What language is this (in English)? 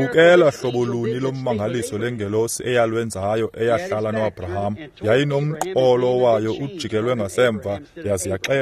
Xhosa